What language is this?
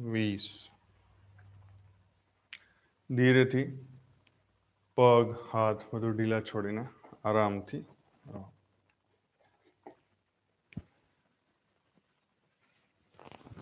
Gujarati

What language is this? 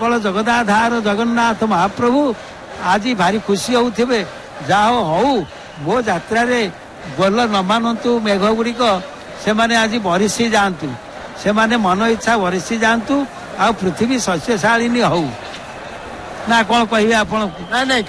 Odia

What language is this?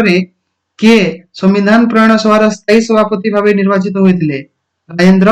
Odia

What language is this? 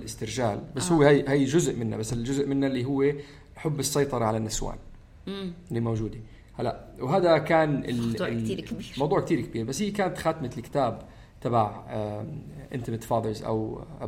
North Levantine Arabic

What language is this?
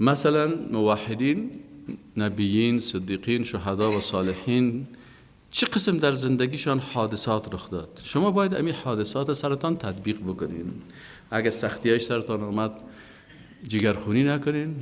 Persian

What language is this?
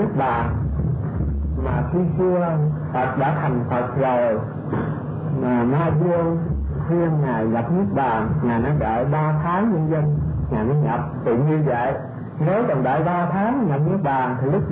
Vietnamese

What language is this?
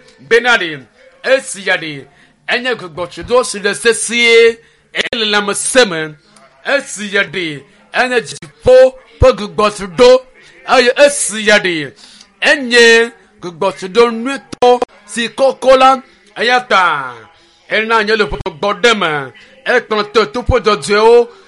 Ewe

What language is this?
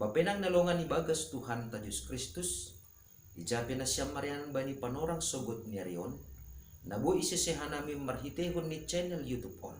Batak Simalungun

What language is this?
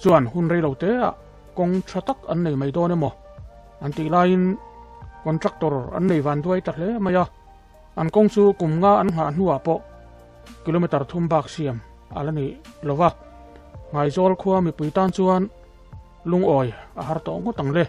Mizo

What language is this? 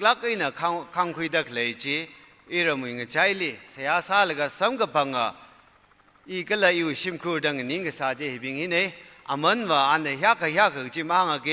Tangkhul Naga (India)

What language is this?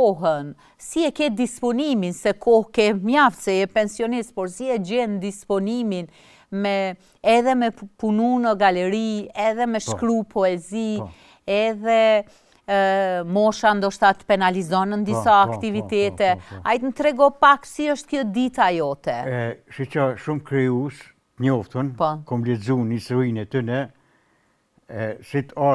Albanian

